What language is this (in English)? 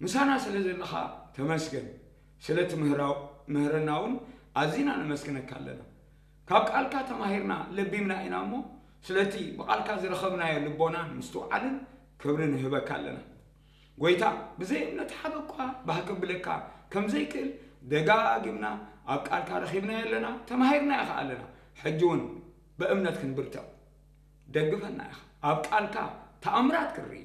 Tigrinya